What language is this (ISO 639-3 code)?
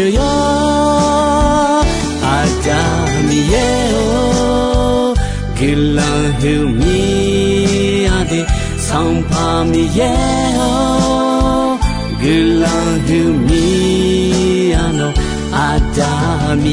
ahk